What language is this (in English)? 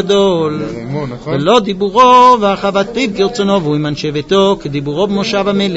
Hebrew